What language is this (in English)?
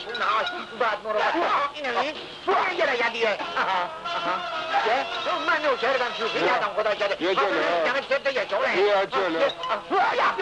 Persian